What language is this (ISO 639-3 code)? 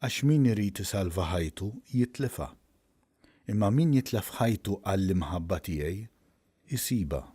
mlt